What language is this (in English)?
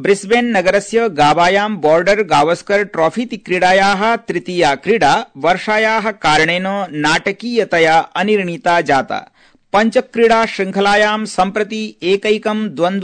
Sanskrit